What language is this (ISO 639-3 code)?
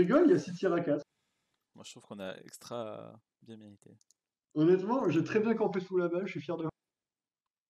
fra